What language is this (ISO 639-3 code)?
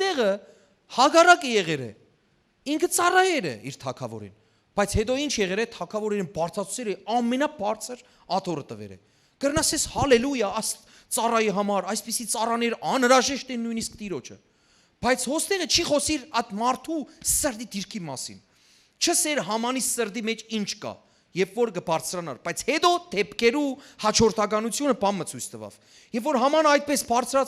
hyw